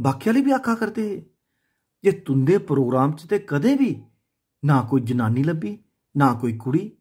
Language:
Dogri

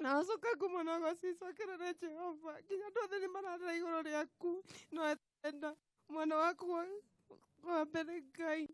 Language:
Kikuyu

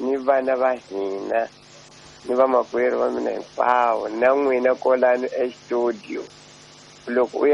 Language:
Tsonga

